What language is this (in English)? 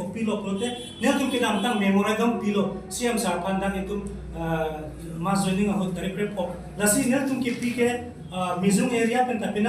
Karbi